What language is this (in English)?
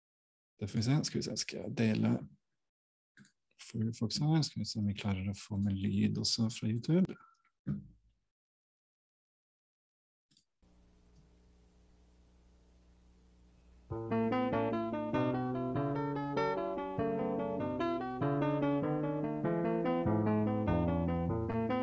Norwegian